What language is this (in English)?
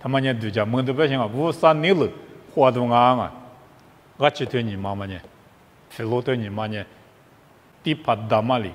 Lisu